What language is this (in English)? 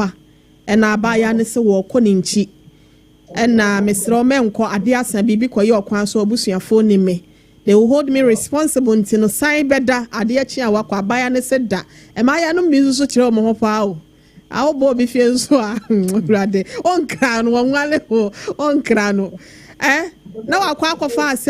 Akan